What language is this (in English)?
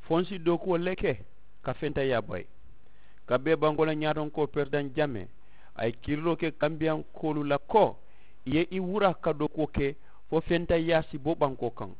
Mandingo